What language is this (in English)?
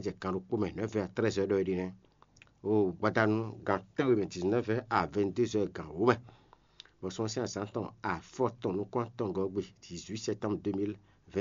Fon